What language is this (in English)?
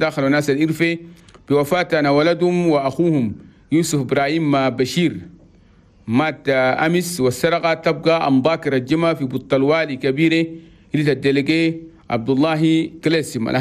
Chadian Arabic